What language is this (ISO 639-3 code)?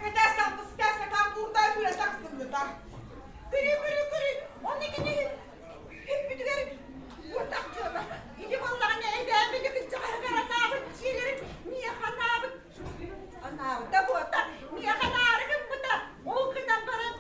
sah